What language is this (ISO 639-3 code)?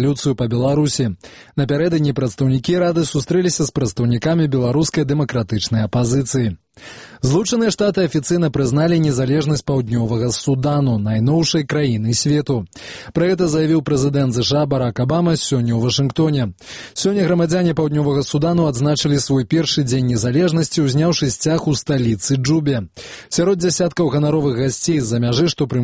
bel